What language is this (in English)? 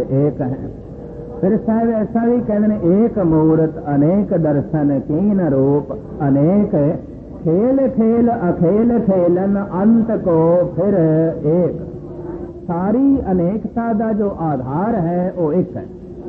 Punjabi